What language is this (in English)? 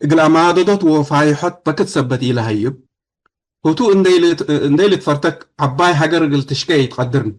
Tigre